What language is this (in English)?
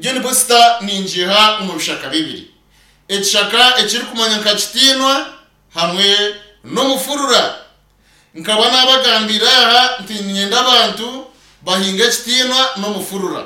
Nyankole